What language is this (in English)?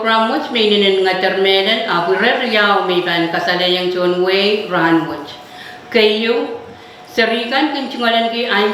Pohnpeian